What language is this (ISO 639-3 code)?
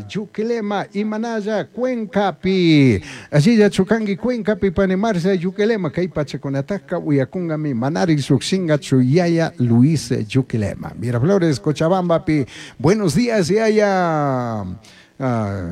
qug